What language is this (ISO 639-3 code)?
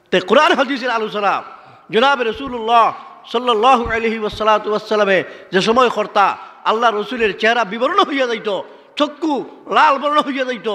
syl